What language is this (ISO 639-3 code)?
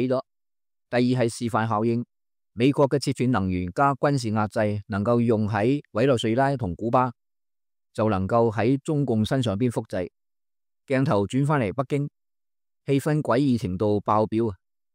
yue